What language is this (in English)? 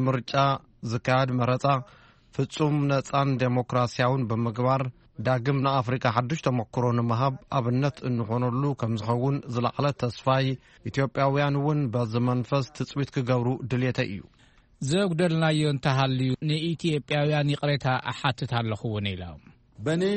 Tigrinya